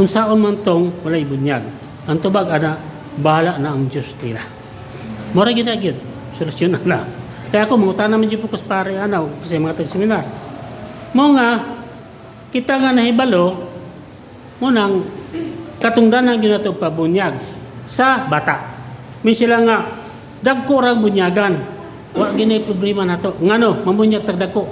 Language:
Cebuano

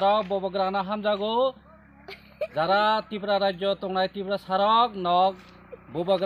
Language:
Kok Borok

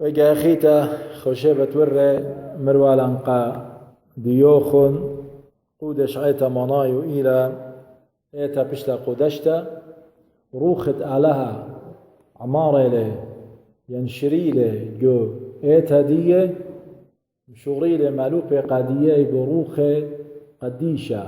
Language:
Assyrian Neo-Aramaic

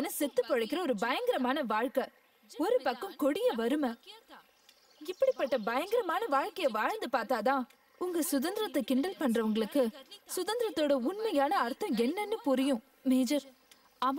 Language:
Tamil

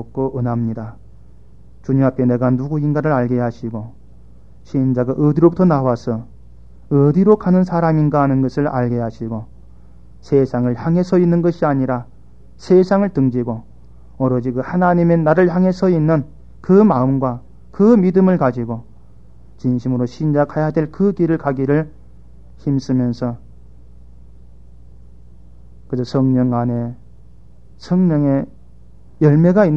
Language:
Korean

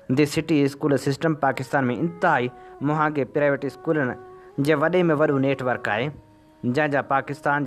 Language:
Sindhi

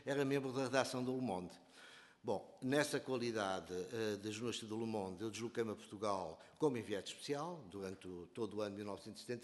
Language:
Portuguese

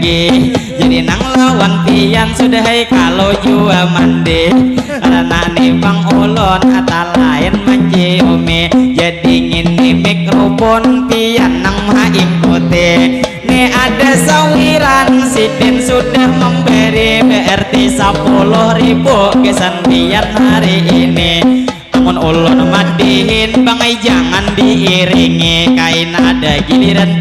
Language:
Banjar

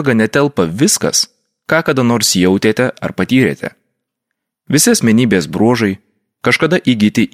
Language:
Lithuanian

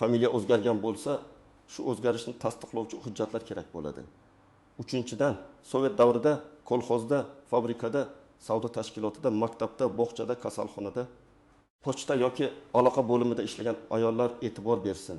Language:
Uzbek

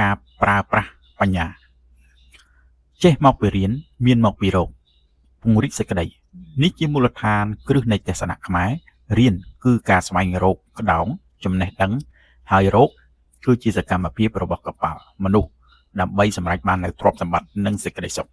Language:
Khmer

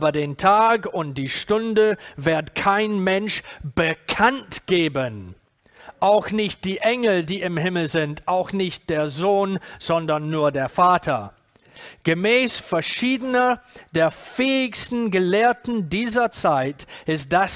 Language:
German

